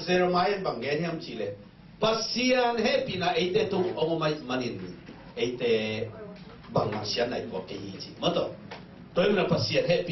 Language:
Tedim Chin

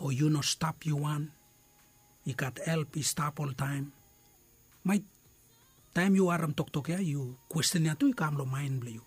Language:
Bislama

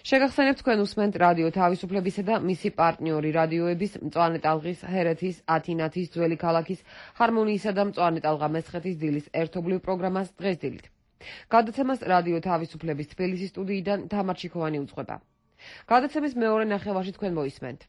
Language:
Georgian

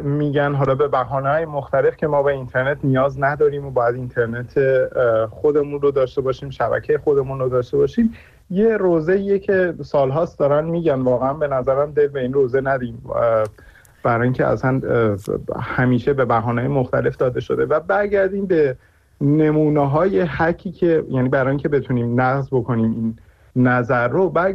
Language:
Persian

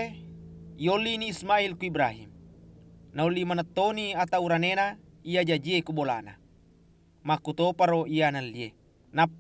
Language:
Buginese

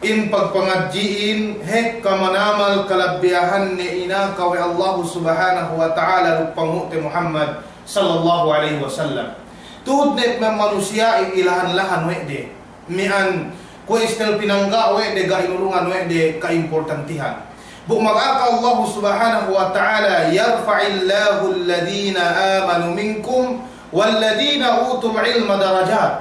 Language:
Yakan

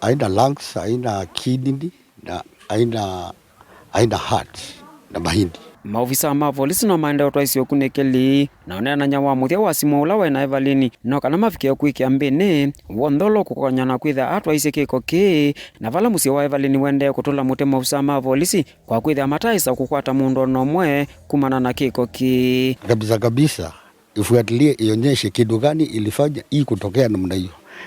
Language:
Kamba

